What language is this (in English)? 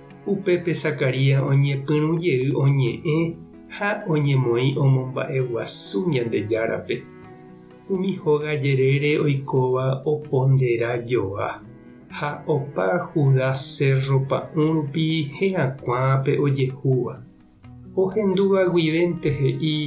Guarani